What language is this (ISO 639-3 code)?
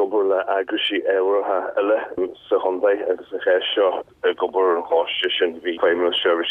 gle